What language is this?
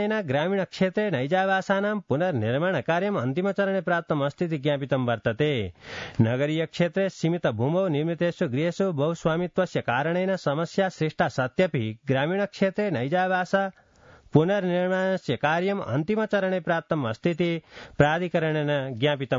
Sanskrit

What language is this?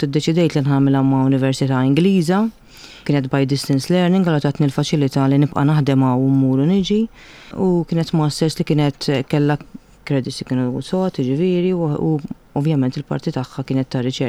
Maltese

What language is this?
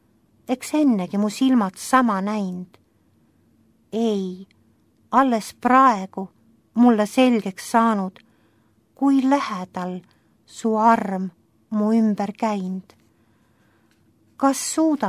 Estonian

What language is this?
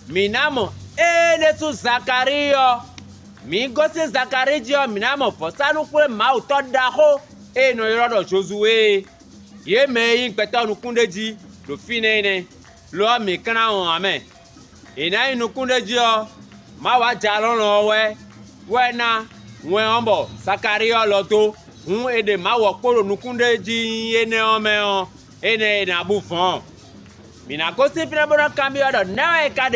Fon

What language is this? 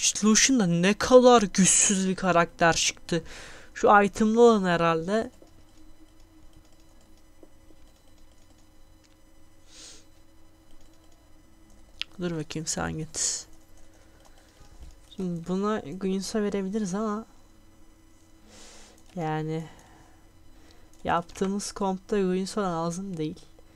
Turkish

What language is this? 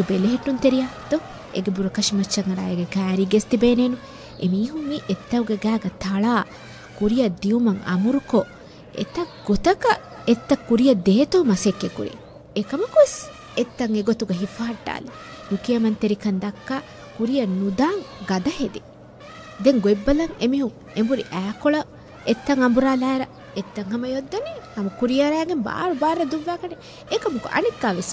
Divehi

